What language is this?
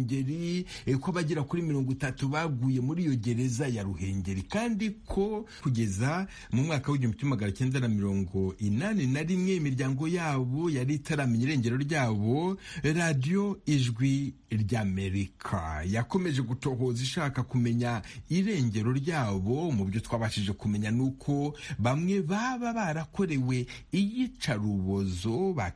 Kinyarwanda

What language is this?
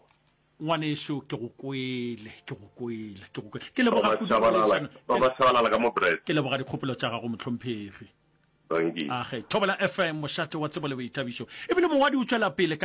Northern Sotho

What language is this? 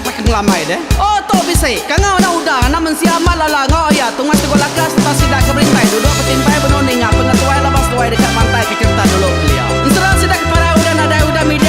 Iban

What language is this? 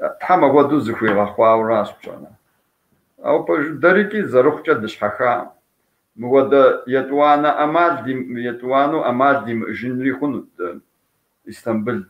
Kabardian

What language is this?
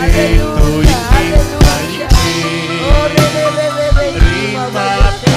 Ayacucho Quechua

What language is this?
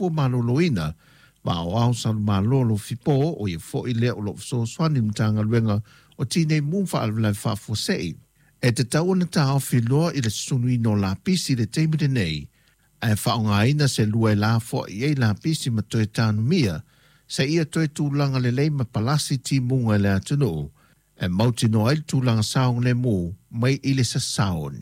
Samoan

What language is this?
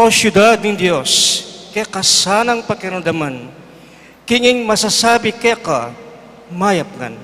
Pampanga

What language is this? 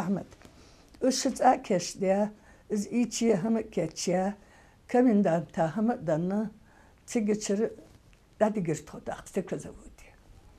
Ingush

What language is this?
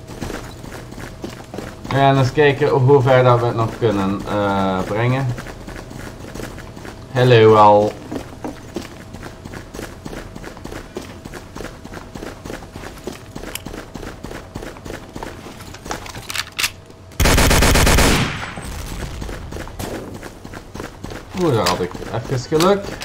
Dutch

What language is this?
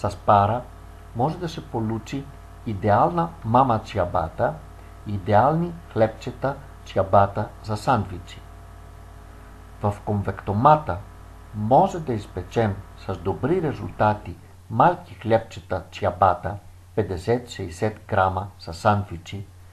Bulgarian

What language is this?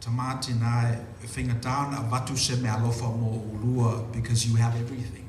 Samoan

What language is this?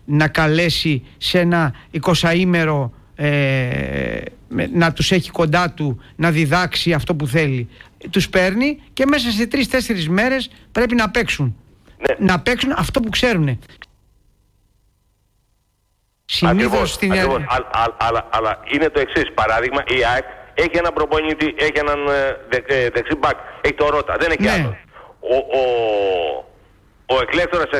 Greek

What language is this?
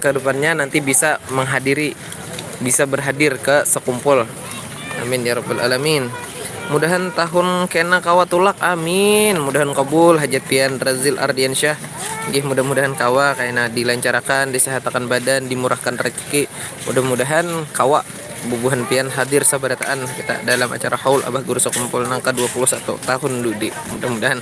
Banjar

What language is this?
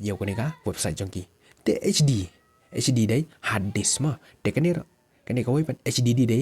Khasi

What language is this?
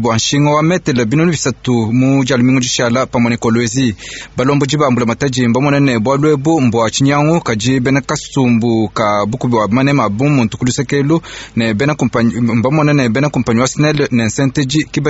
Luba-Lulua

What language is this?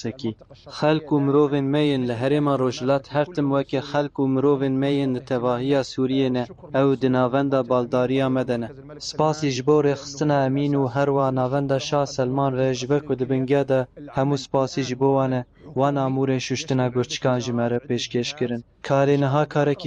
Kurdish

